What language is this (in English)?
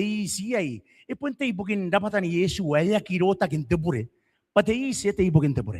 Gilbertese